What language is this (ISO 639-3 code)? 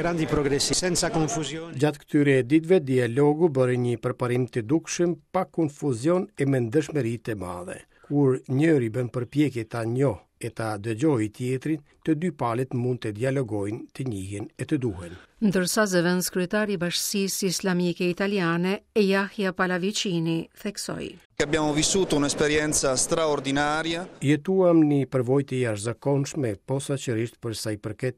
sqi